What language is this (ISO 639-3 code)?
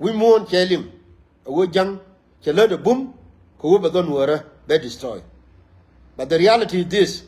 nus